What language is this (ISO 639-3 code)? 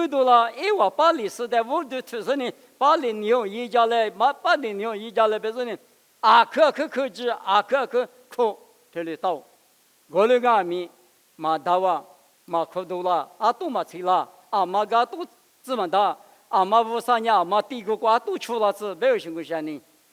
lis